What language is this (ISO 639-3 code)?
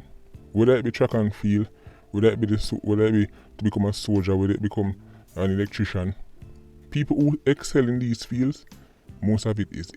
jam